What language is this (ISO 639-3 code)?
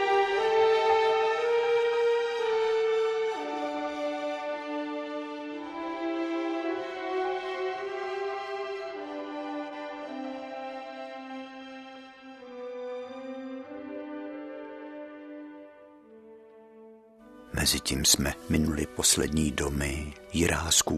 ces